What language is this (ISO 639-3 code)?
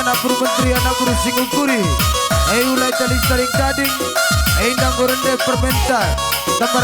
btx